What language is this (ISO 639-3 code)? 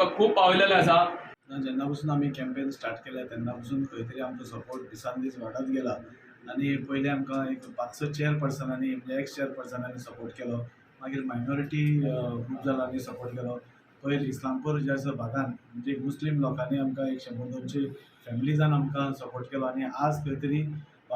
kok